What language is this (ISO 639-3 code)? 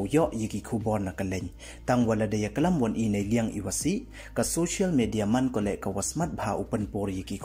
pbv